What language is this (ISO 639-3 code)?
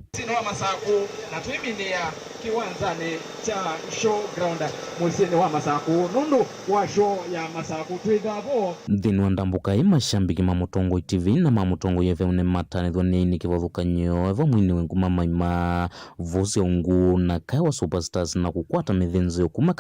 kam